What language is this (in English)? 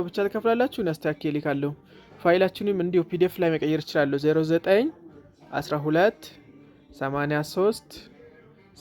Amharic